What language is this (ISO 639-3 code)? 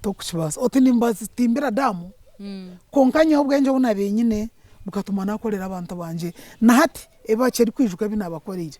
nyn